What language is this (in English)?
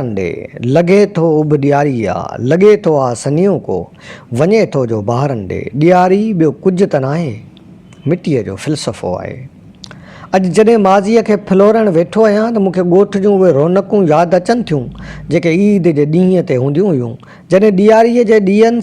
Sindhi